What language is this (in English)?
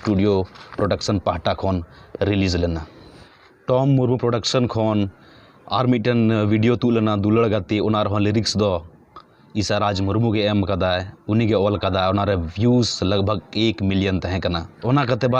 Santali